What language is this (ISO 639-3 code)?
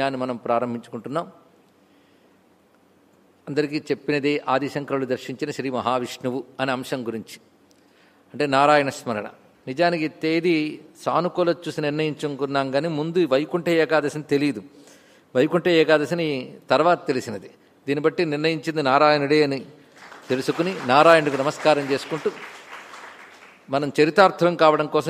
tel